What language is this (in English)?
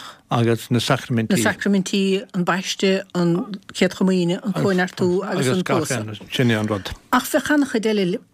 Irish